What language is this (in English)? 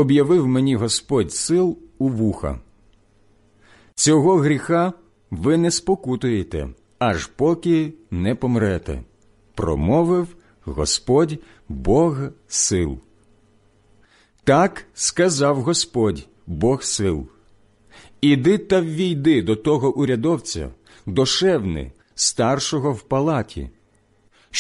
Ukrainian